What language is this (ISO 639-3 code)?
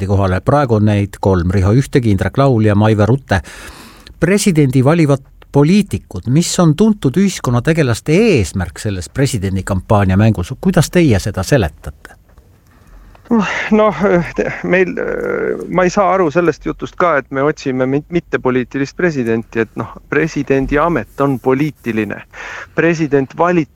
est